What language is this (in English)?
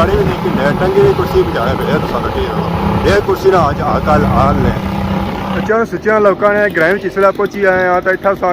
Pahari-Potwari